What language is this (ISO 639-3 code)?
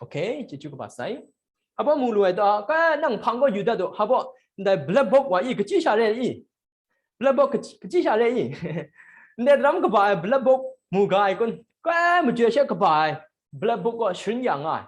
kac